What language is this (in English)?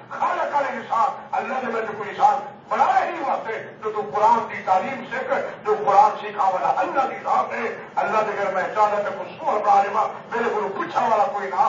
Urdu